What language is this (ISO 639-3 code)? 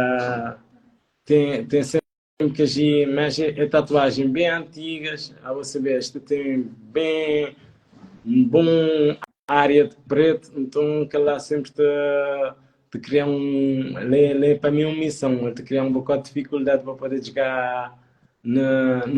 kea